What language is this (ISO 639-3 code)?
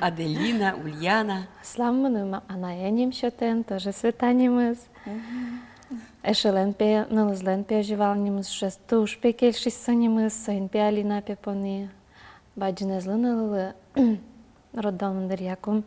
udm